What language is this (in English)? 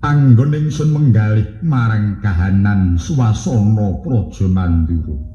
Javanese